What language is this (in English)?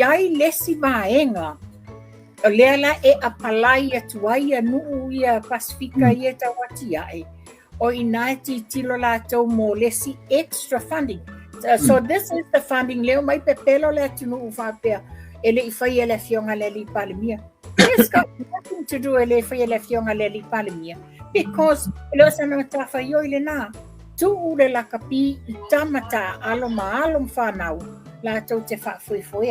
Samoan